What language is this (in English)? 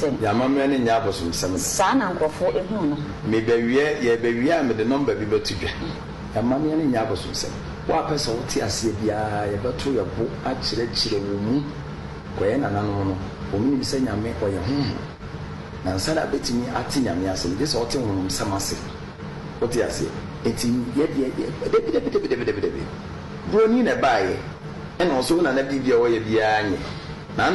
Akan